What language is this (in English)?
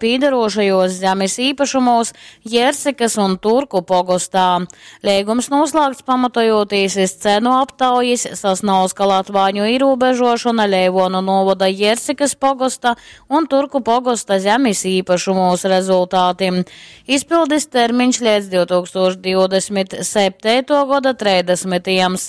Latgalian